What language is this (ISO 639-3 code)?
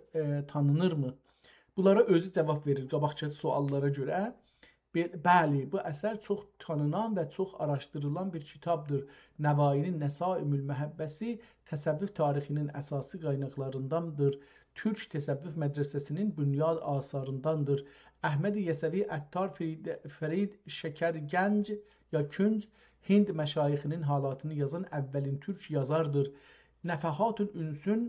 azb